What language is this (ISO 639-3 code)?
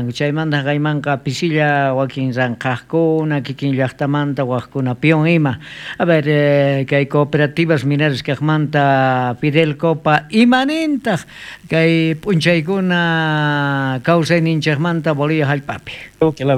quh